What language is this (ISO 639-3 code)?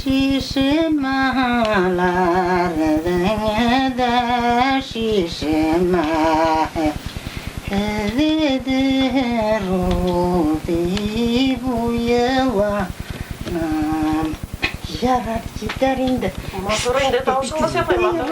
bak